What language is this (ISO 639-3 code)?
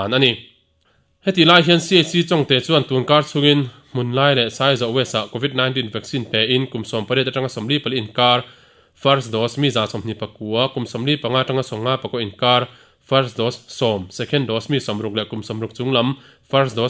lus